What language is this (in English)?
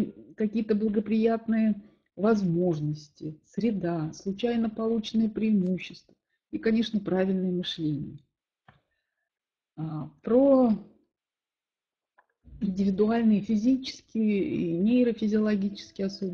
Russian